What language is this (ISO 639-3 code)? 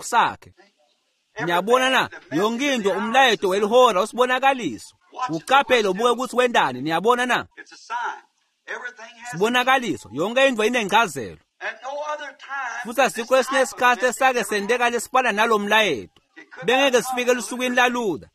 ssw